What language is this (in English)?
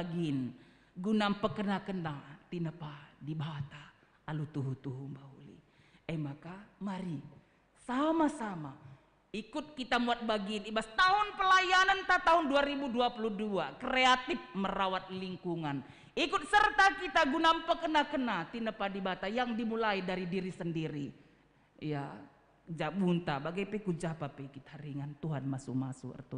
Batak Karo